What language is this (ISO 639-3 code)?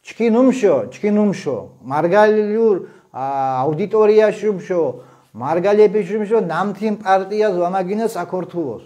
xmf